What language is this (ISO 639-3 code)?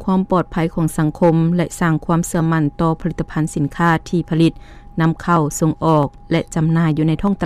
lao